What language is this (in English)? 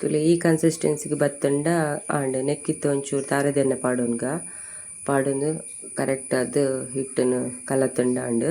Tulu